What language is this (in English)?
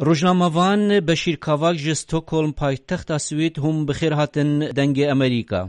Kurdish